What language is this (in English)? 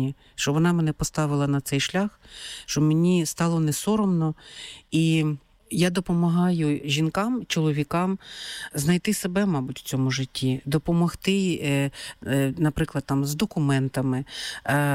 Ukrainian